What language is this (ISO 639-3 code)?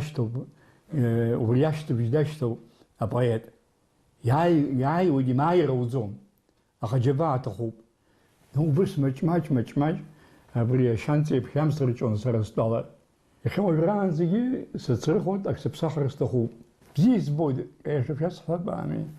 abk